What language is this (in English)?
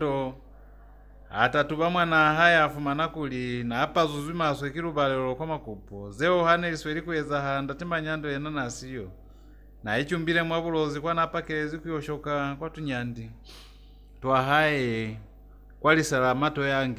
Lozi